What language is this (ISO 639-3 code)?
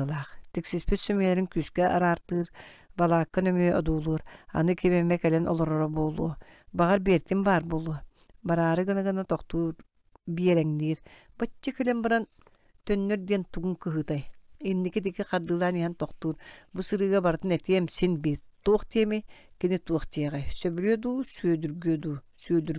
sah